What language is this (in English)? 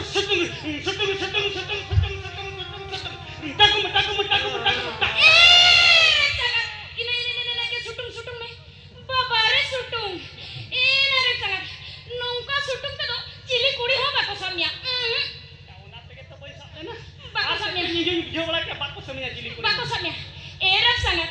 Santali